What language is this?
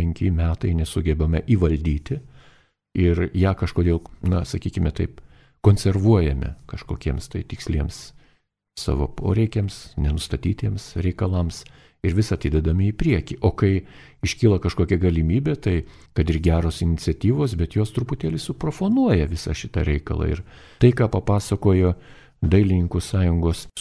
Lithuanian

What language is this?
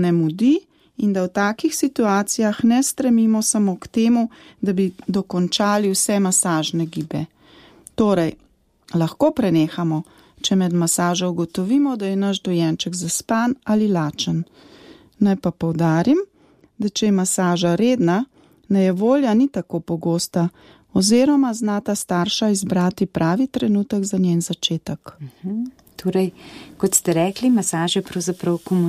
Slovenian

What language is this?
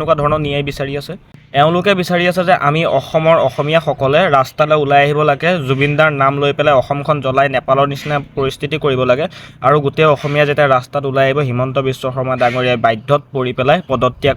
Assamese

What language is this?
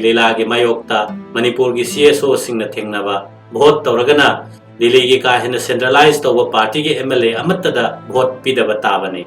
Manipuri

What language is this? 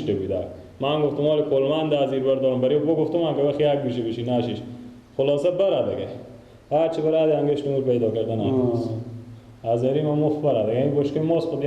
Persian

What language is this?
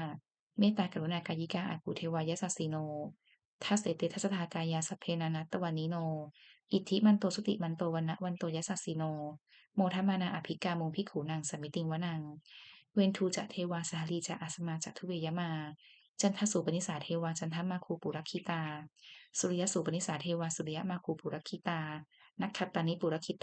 Pali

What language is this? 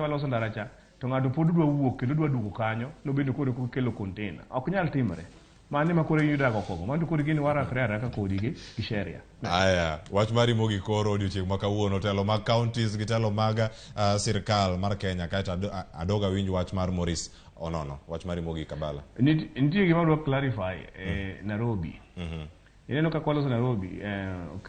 Luo (Kenya and Tanzania)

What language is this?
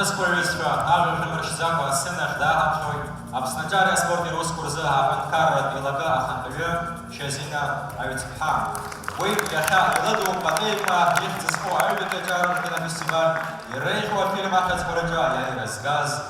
Abkhazian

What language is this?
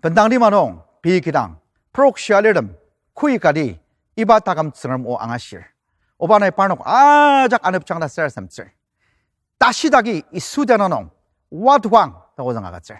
Ao Naga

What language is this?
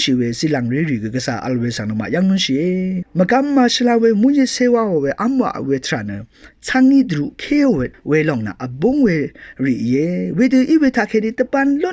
Rawang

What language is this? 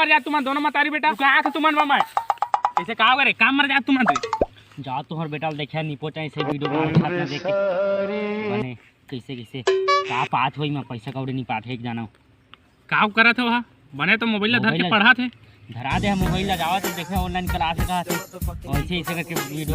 Chhattisgarhi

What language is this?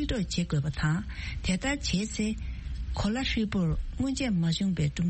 Tibetan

